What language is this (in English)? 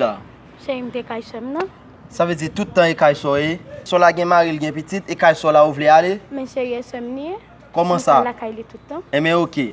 Haitian Creole